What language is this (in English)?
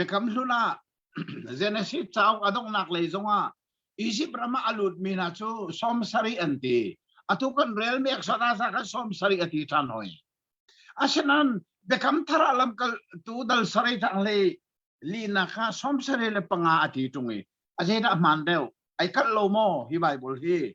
Hakha Chin